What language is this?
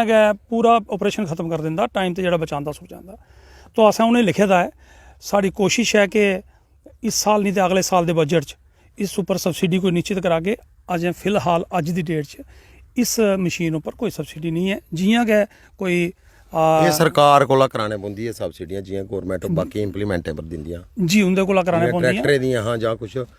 Dogri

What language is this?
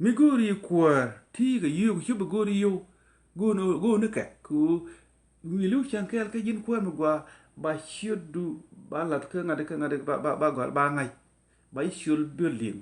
Nuer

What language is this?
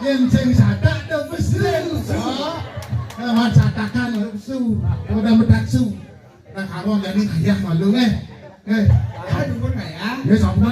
Balinese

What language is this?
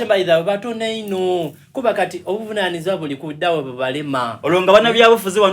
Soga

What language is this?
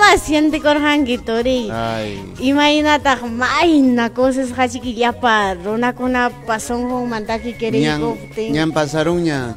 Ayacucho Quechua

